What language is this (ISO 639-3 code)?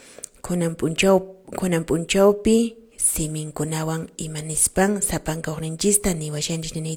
que